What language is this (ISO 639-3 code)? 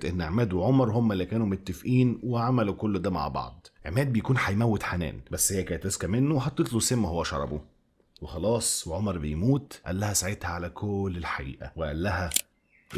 arz